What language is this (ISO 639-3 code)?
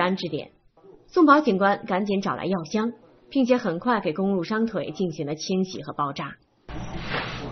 zho